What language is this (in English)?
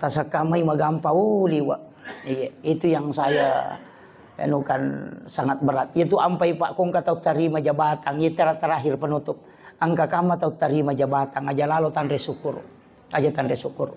Buginese